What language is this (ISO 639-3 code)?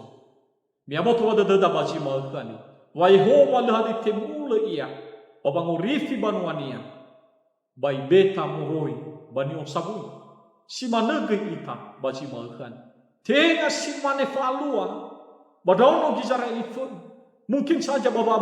nia